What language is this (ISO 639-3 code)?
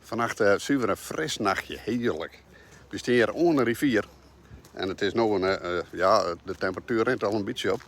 fry